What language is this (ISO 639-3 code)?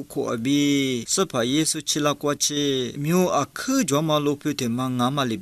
lis